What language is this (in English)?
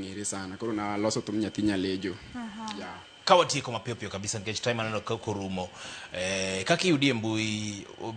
Luo (Kenya and Tanzania)